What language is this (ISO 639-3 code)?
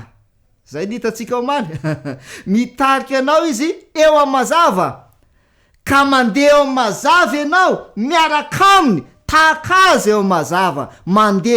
mlg